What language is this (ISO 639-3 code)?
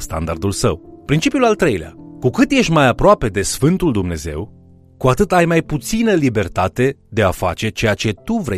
ron